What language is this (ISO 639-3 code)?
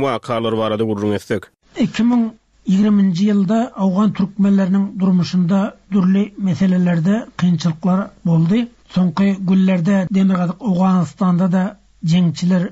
tuk